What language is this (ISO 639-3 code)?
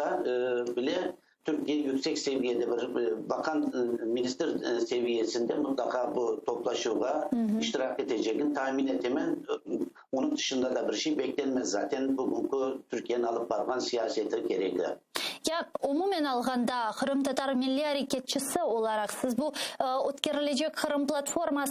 crh